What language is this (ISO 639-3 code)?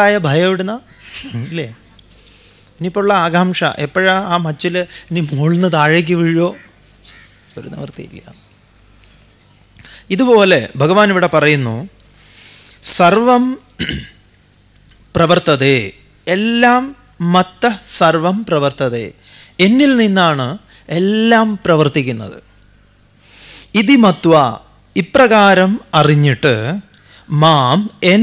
mal